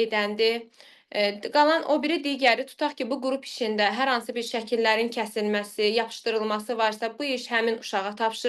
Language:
Azerbaijani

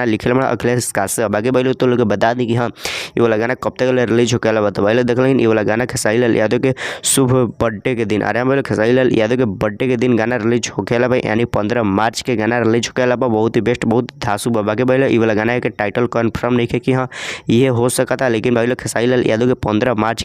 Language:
Bhojpuri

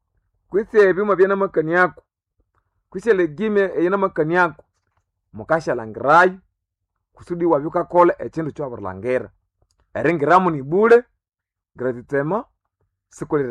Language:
Nande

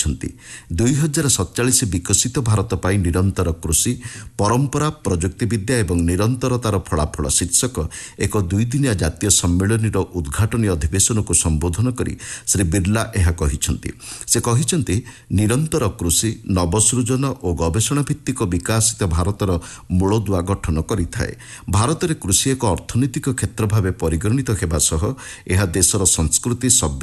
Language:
Odia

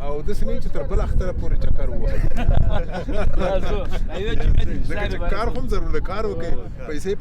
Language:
Pashto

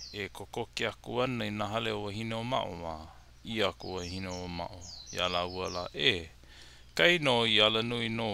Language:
Hawaiian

